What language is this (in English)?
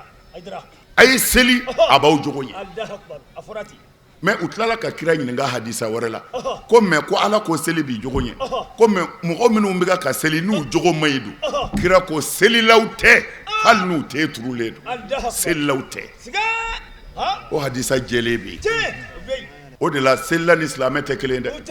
Bambara